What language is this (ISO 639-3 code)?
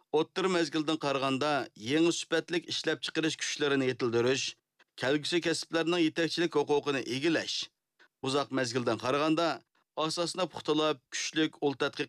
uig